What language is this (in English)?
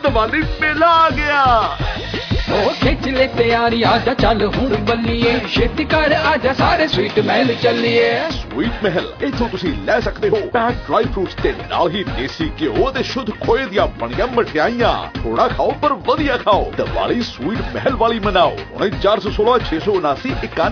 Punjabi